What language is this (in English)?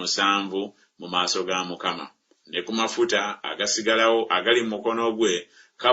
Ganda